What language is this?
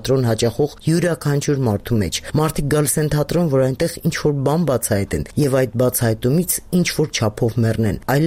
Armenian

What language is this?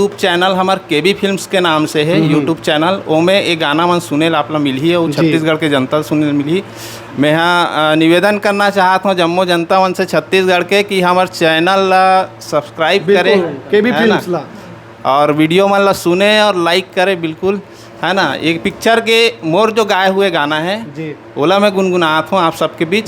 Chhattisgarhi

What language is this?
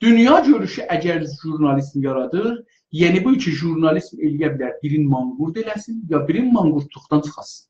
South Azerbaijani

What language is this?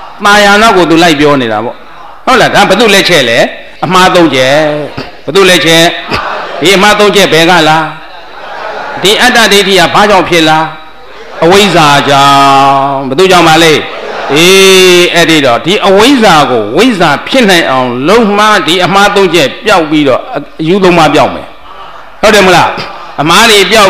Burmese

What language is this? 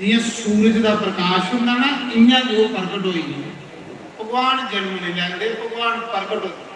Dogri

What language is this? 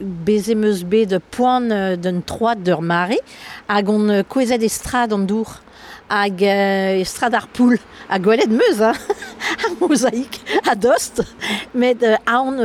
Breton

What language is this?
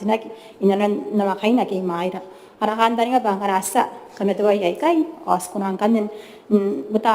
Gilbertese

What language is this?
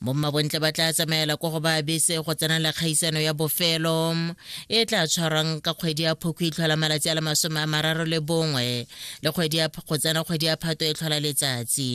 Tswana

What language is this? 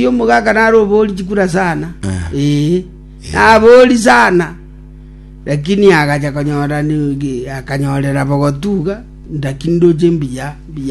Gusii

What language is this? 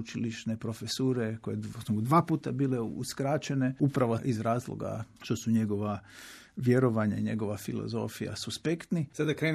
Croatian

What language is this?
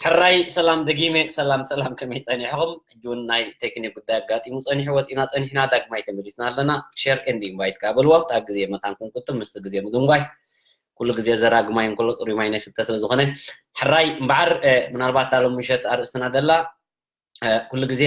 Tigrinya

